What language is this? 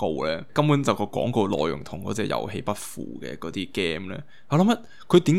Cantonese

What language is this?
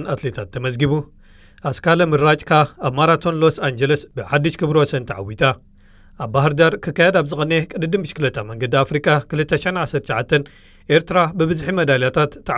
Tigrinya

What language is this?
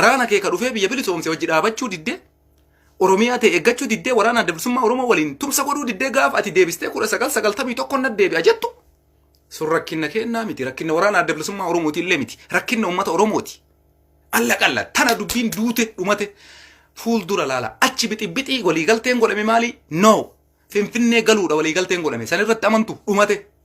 Oromo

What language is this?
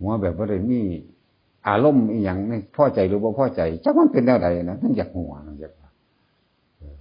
Northeastern Thai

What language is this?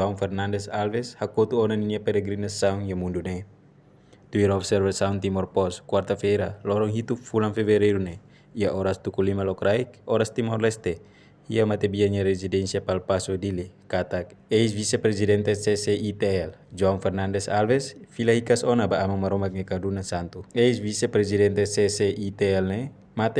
Tetum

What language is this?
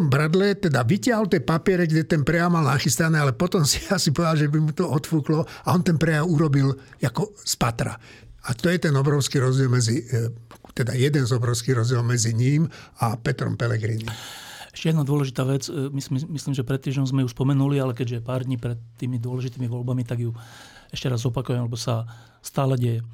Slovak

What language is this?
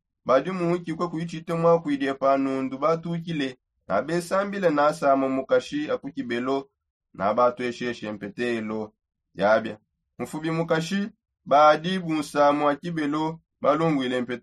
Songe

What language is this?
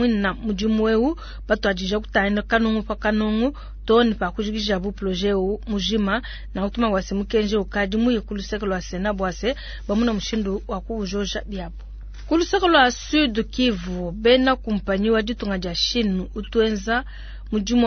Luba-Lulua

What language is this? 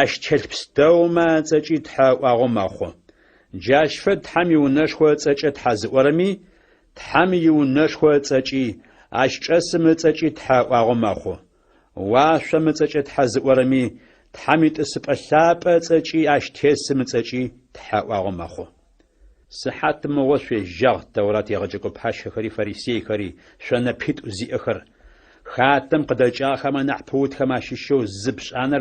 Adyghe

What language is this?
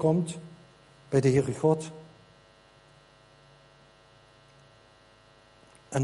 Dutch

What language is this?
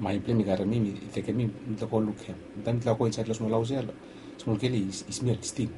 Bislama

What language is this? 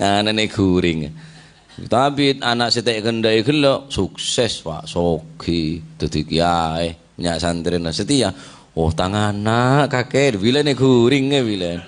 Madurese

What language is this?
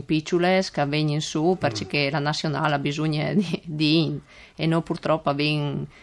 Friulian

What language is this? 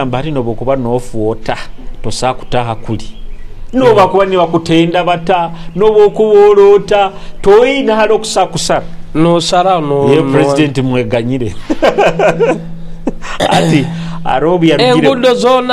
Nyoro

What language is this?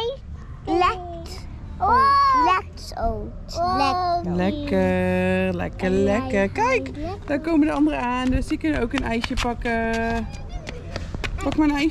Dutch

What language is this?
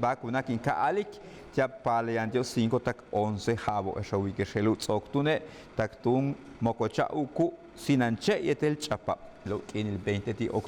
Yucateco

